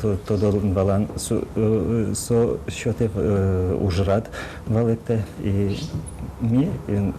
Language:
Udmurt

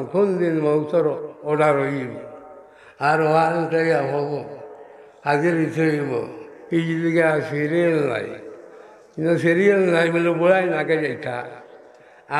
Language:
Sylheti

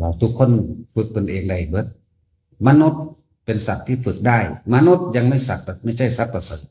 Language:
Northeastern Thai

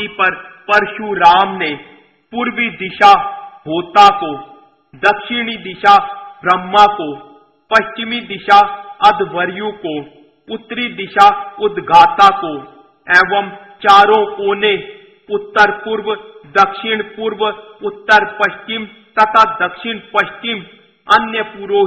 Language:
Hindi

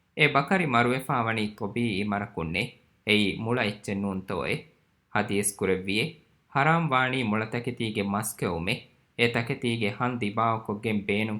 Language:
Divehi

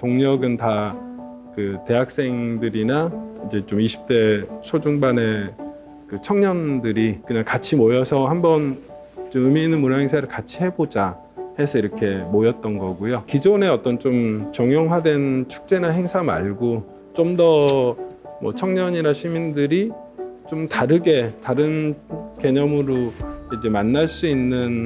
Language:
Korean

